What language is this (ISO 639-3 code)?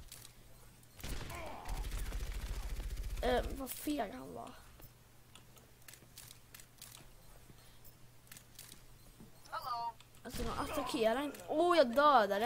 swe